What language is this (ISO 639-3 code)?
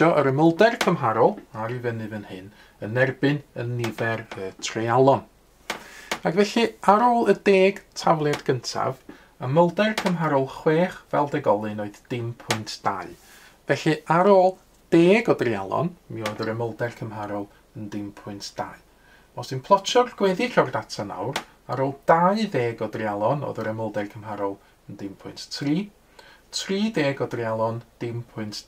cym